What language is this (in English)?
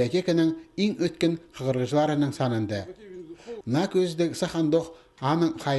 Khakas